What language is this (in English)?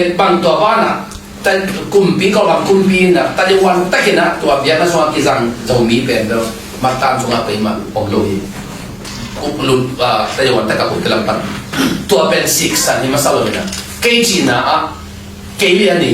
Tedim Chin